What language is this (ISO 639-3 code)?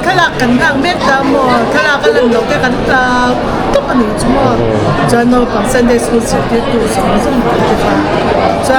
lus